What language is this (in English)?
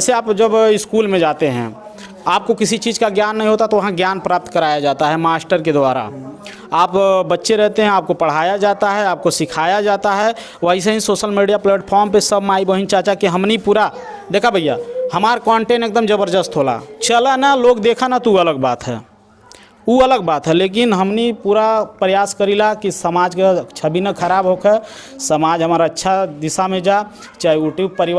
Bhojpuri